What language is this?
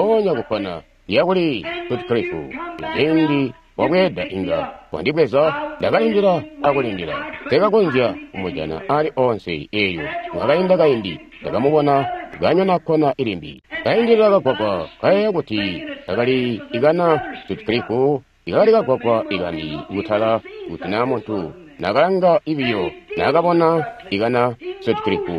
Tonga (Zambia)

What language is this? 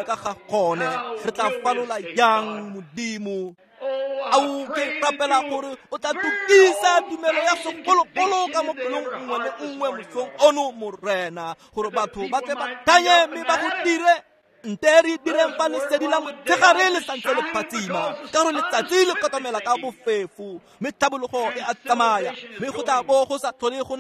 Tswana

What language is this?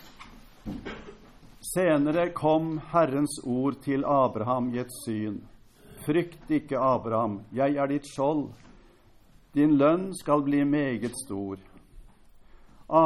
Norwegian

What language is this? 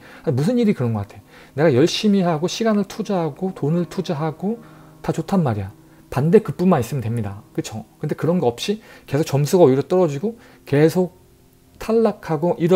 Korean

